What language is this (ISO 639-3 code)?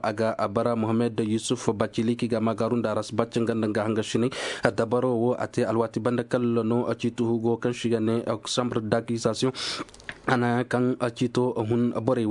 dje